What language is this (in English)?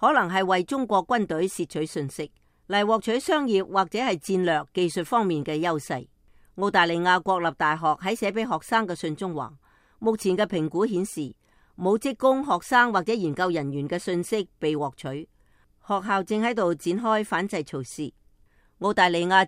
Cantonese